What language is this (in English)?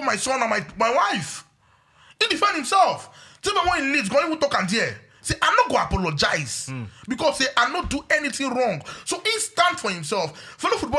Nigerian Pidgin